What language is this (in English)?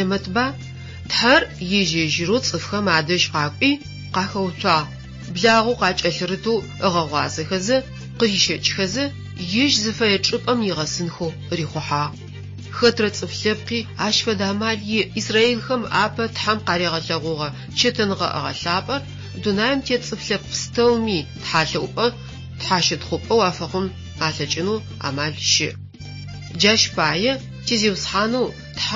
Adyghe